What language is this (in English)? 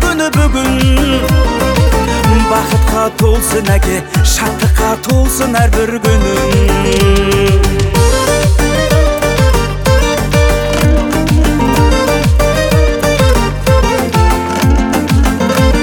Kazakh